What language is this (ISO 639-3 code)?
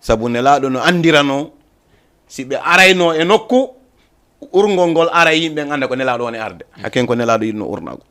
ful